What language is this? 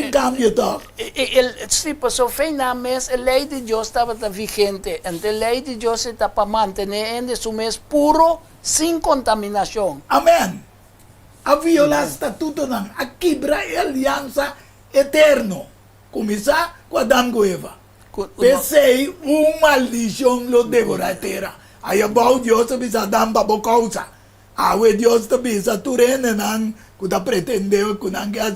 Papiamento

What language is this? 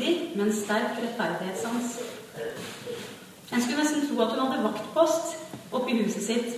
Norwegian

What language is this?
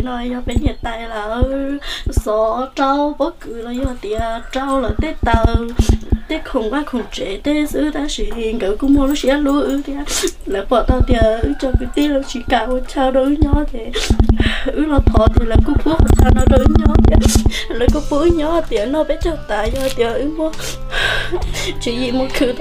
Vietnamese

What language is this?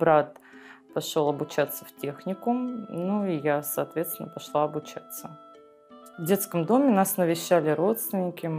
Russian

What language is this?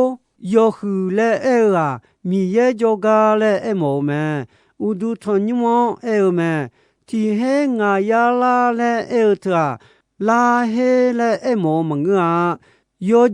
Akha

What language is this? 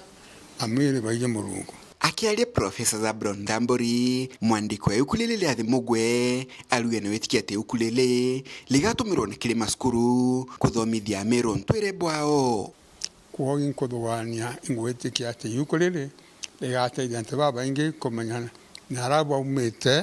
Meru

